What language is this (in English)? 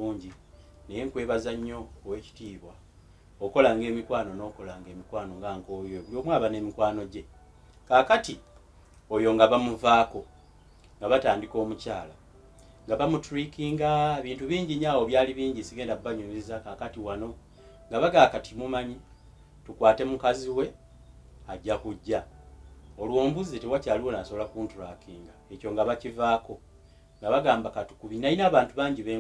Ganda